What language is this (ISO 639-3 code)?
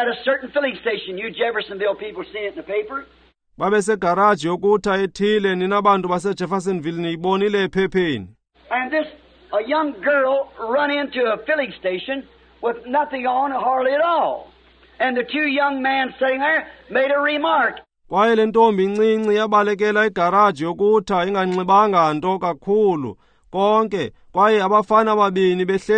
xho